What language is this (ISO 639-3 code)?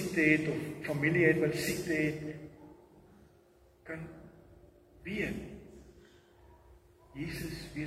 afr